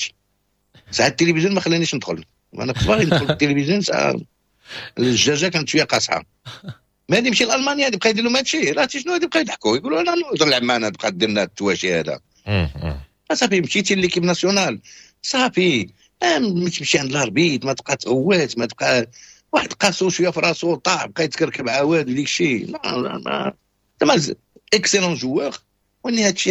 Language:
Moroccan Arabic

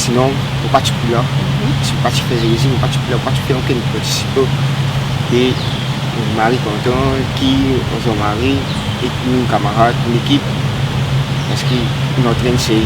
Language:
Morisyen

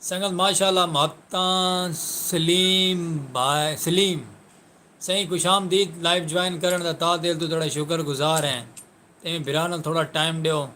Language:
Saraiki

